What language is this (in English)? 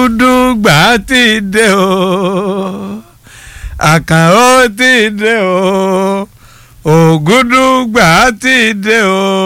Yoruba